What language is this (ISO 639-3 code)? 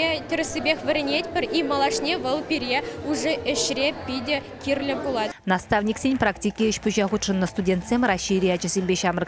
chv